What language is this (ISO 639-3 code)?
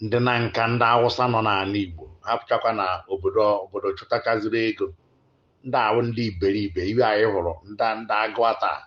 ibo